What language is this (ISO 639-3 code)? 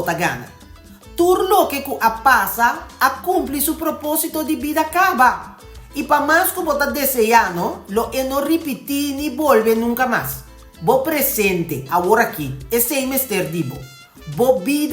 pap